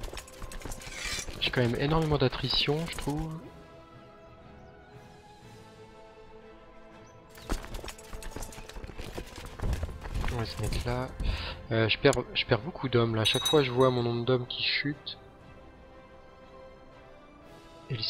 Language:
French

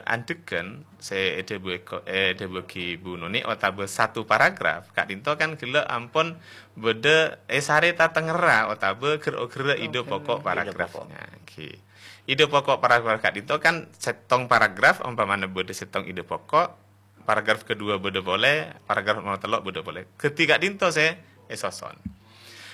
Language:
Madurese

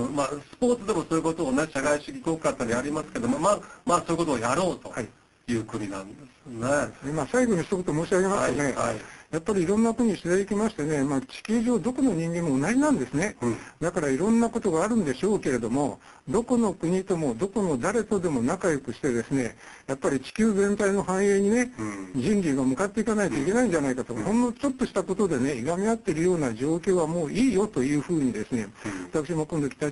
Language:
Japanese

